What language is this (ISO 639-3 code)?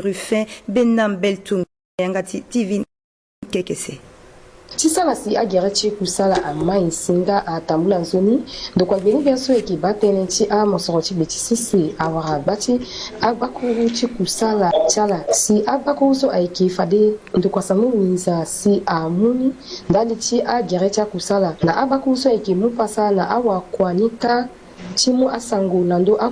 sag